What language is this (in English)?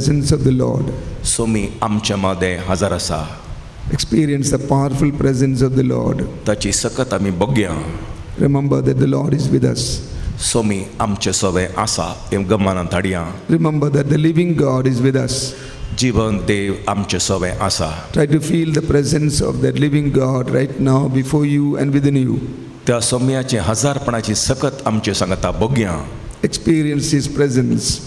Konkani